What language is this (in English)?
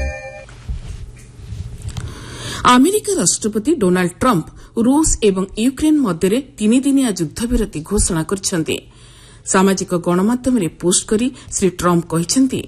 Odia